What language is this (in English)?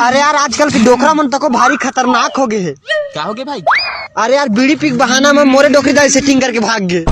Chhattisgarhi